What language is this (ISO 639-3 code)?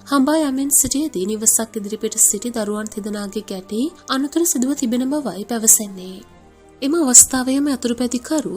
sin